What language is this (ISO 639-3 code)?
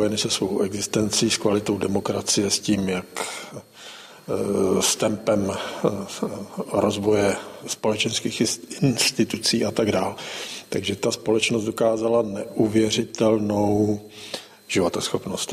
ces